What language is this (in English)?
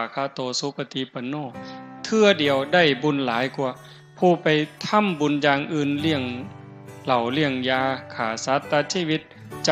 Northeastern Thai